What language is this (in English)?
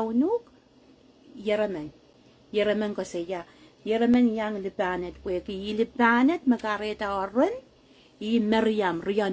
Pohnpeian